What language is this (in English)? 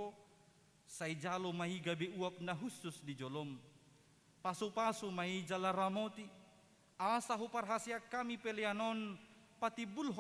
Batak Toba